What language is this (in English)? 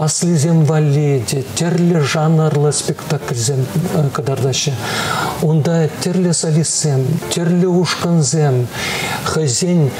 Chuvash